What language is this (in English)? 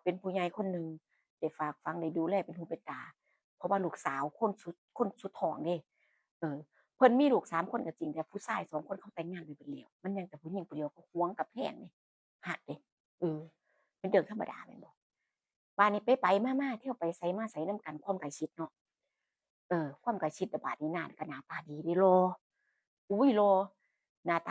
Northeastern Thai